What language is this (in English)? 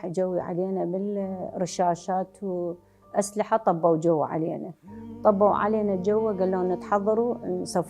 Mesopotamian Arabic